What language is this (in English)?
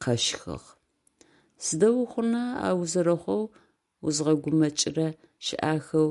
Adyghe